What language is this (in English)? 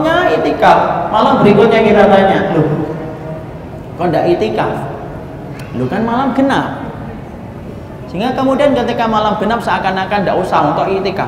Indonesian